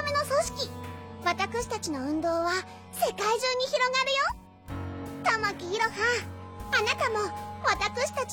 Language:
Japanese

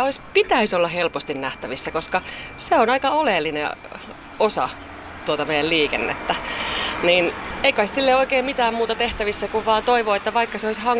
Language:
Finnish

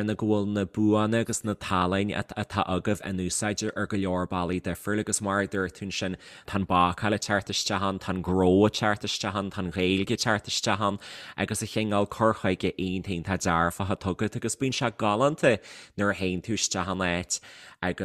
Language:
Irish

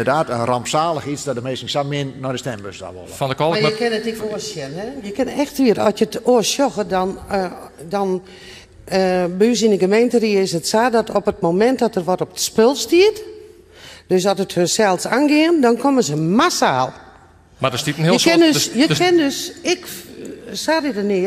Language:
Western Frisian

